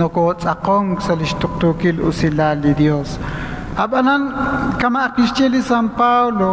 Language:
Kekchí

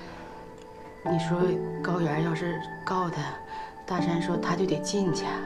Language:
Chinese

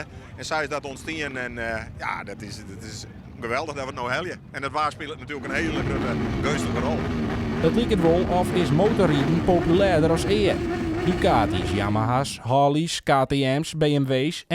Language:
Western Frisian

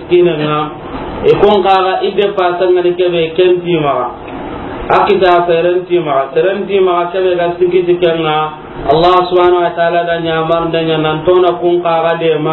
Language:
Soninke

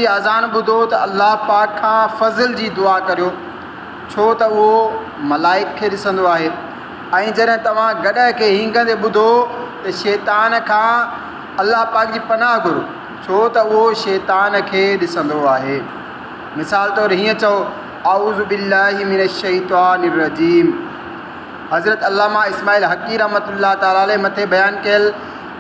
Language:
Sindhi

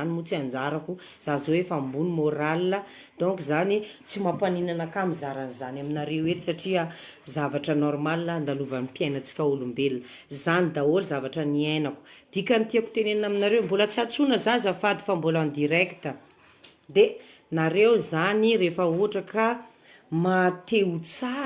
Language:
Malagasy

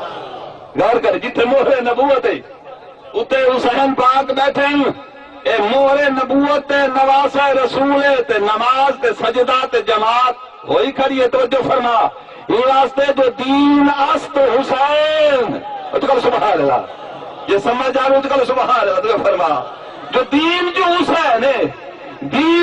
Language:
Saraiki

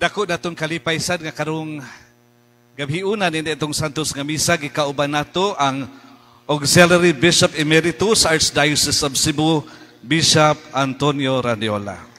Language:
Cebuano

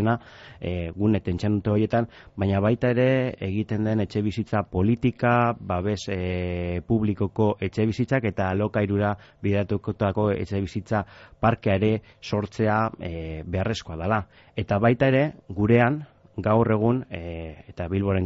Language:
Basque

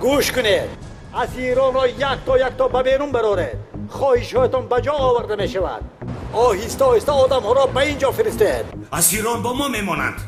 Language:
Tajik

